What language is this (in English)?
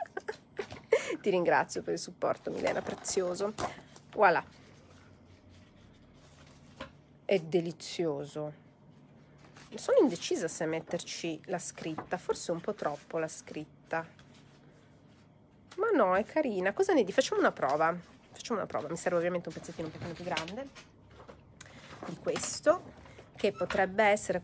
Italian